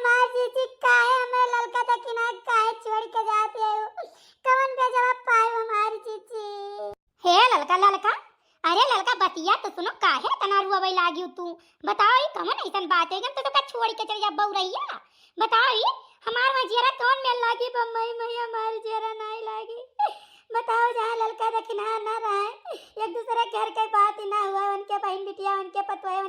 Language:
Awadhi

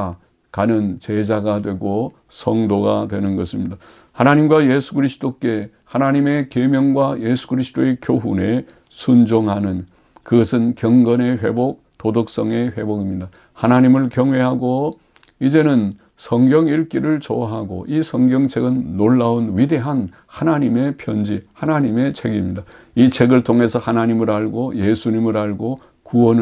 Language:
Korean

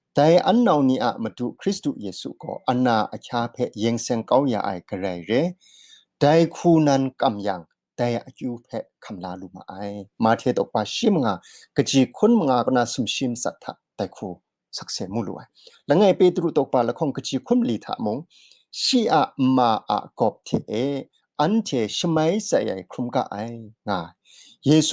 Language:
Kachin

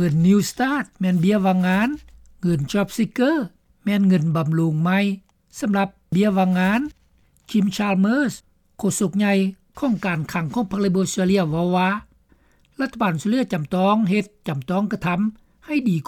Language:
Lao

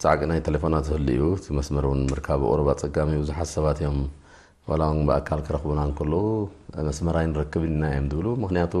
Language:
Tigrinya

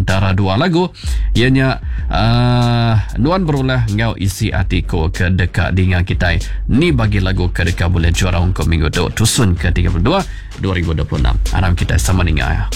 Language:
Iban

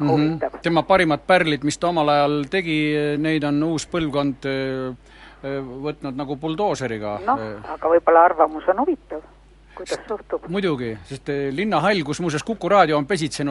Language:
Estonian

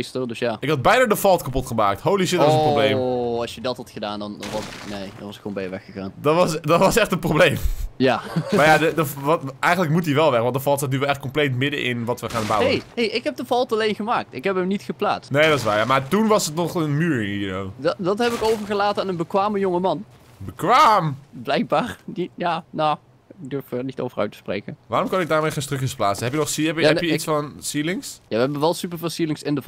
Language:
Dutch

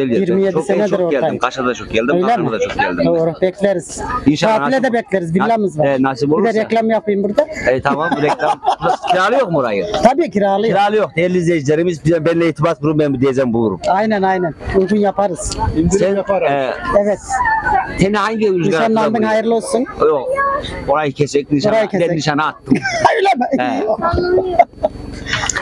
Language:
Turkish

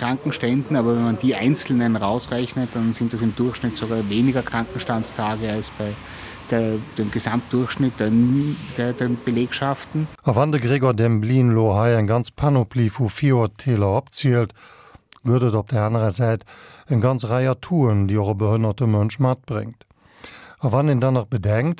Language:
Luxembourgish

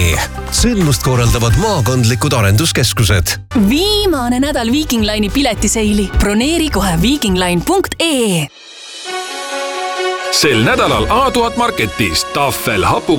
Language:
Estonian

